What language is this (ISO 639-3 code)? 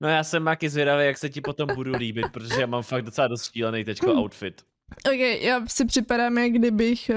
ces